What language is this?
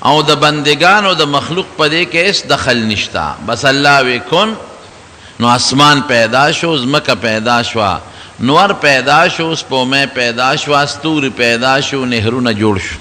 Pashto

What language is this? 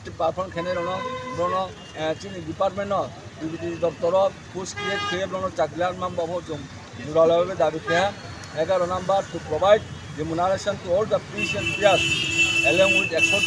Riang (India)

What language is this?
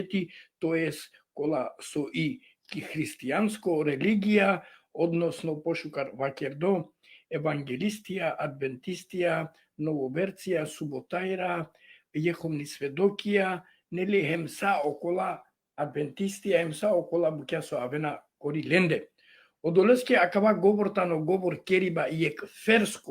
Balkan Romani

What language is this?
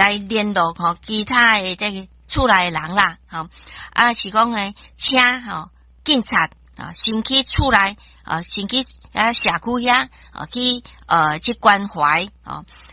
Min Nan Chinese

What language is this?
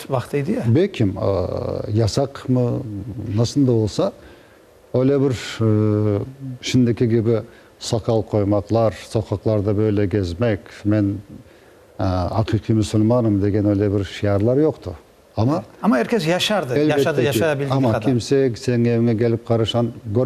Crimean Tatar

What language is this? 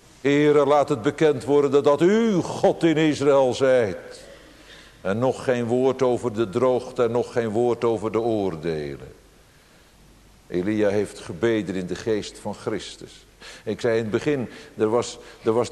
Dutch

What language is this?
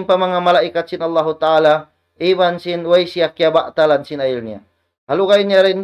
Tausug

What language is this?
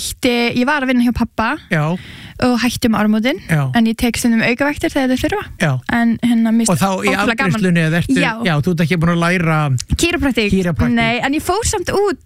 Icelandic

